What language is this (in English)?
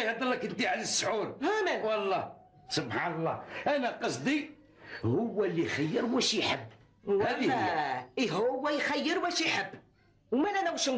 Algerian Arabic